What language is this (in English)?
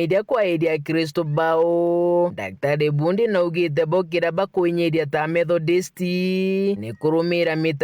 Meru